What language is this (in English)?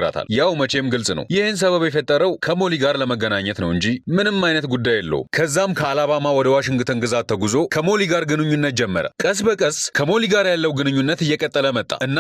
Amharic